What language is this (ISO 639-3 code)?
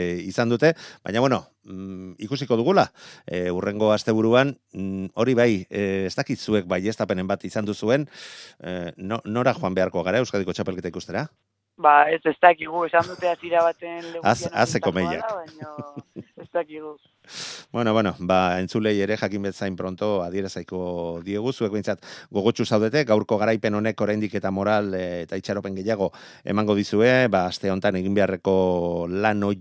eus